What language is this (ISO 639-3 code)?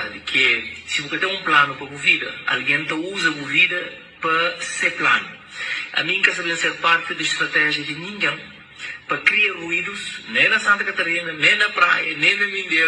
kea